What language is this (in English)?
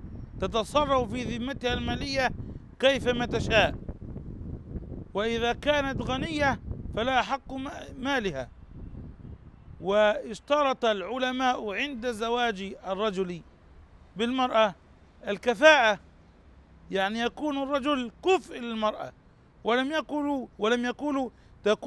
Arabic